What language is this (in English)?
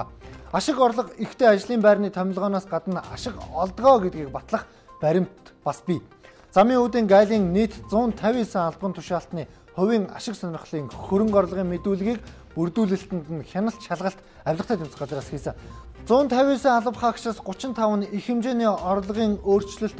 Mongolian